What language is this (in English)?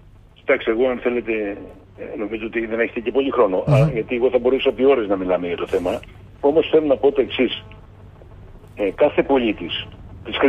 Greek